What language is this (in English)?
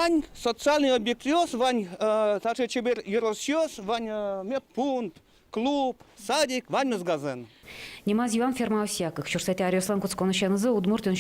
Udmurt